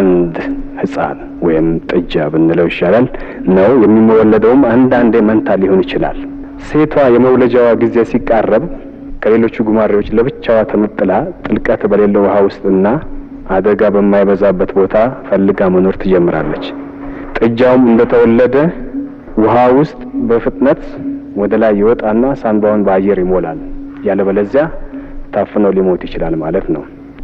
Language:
Amharic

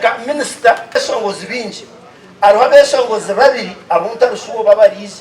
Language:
Nyankole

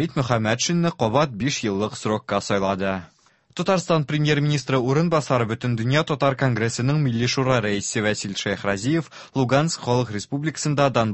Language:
Tatar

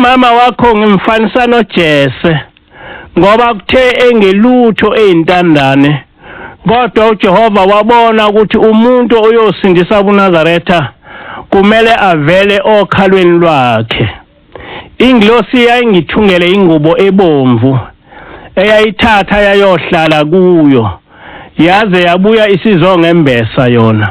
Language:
Zulu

